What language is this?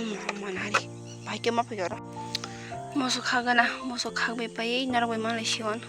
Kok Borok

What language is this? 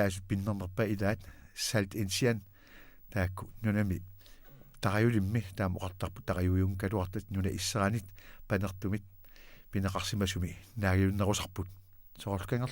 Kalaallisut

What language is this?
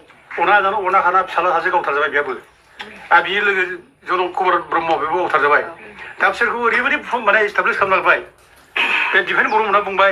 Bodo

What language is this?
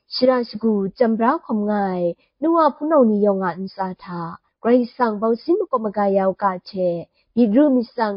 Kachin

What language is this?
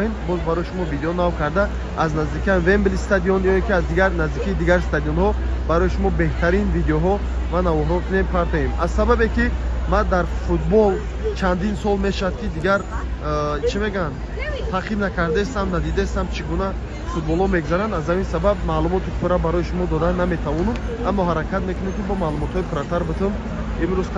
Tajik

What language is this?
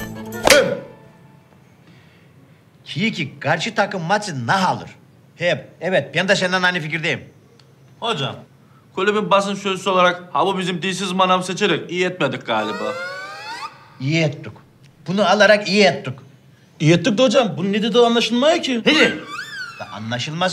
Turkish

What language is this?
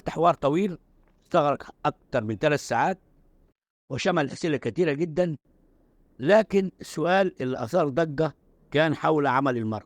Egyptian Arabic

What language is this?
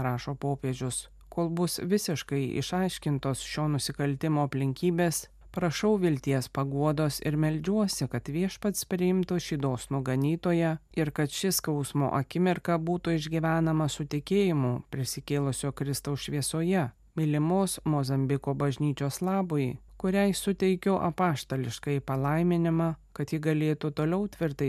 Lithuanian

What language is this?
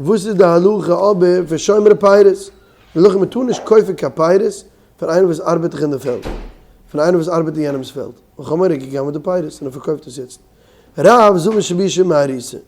Yiddish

